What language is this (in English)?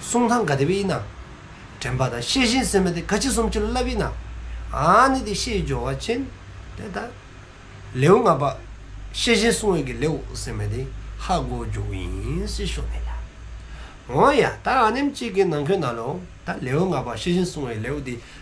Dzongkha